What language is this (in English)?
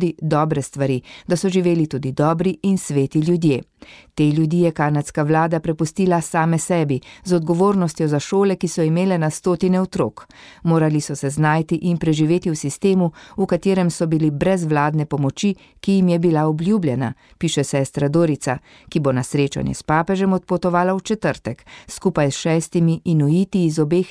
Slovenian